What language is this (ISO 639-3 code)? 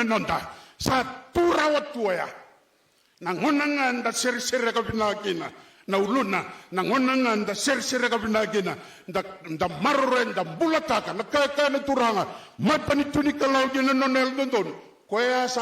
fij